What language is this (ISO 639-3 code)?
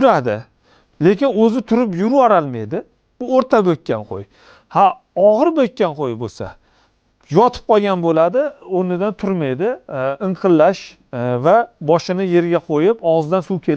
uzb